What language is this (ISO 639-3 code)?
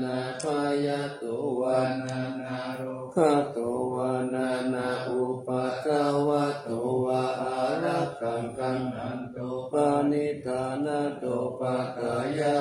pli